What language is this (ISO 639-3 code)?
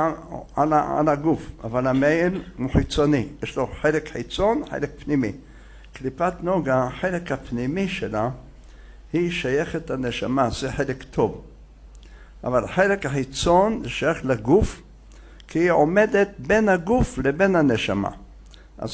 heb